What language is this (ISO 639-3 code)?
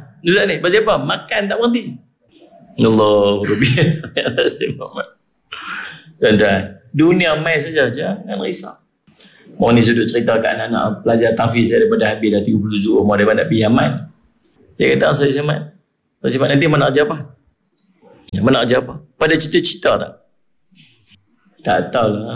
msa